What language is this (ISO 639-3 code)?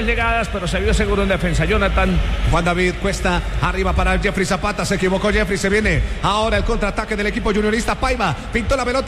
spa